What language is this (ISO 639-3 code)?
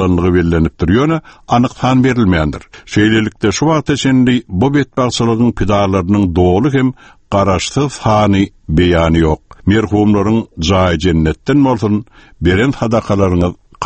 tuk